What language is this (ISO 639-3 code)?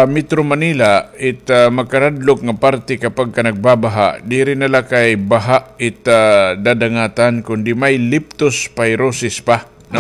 war